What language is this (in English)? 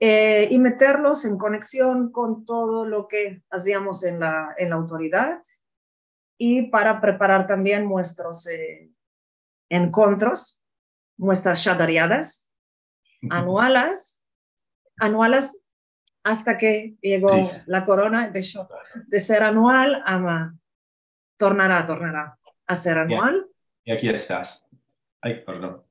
Ladino